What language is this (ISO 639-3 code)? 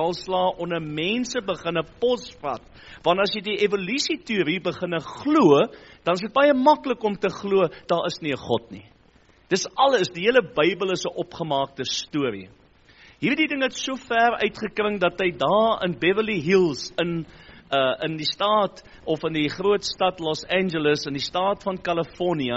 afr